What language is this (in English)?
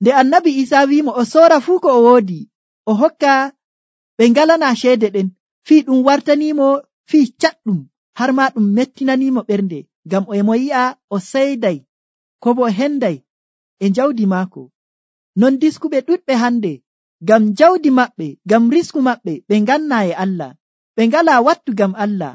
Nigerian Fulfulde